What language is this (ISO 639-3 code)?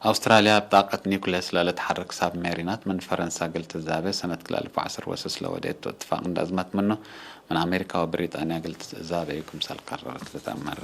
tig